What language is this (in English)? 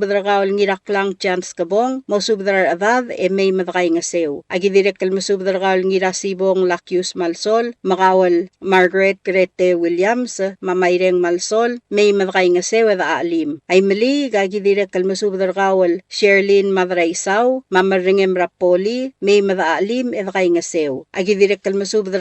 Palauan